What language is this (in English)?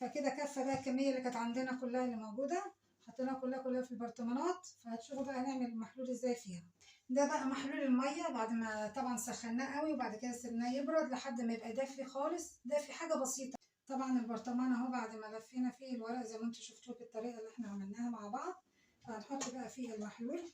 Egyptian Arabic